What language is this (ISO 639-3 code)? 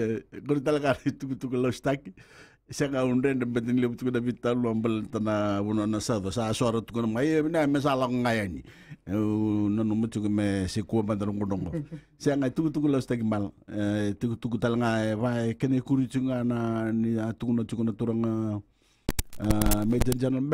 fij